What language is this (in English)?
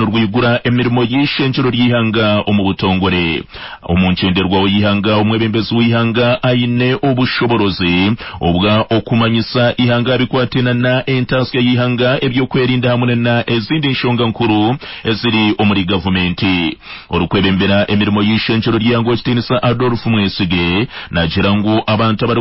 Nyankole